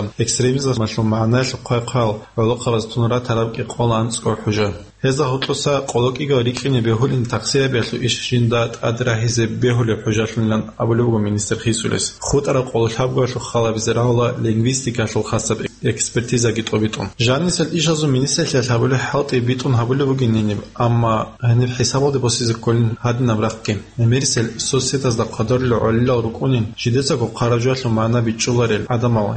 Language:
Avaric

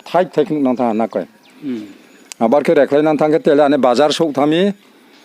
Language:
Riang (India)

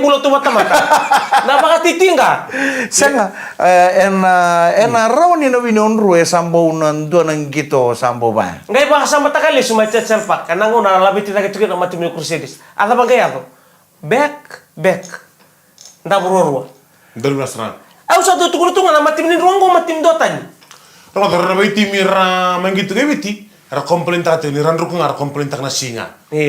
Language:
Fijian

